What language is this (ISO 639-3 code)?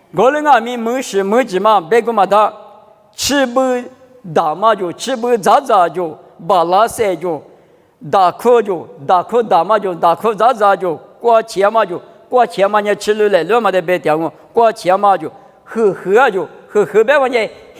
lis